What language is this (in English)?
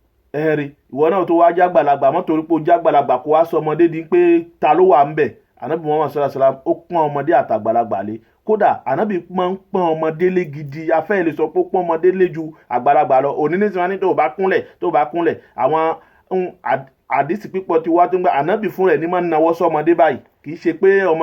Yoruba